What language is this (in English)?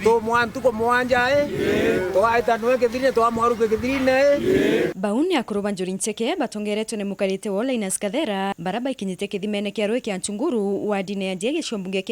Meru